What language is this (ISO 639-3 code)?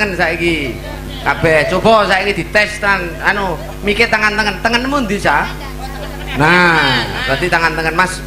jav